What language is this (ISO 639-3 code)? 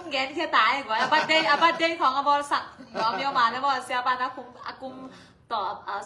ctd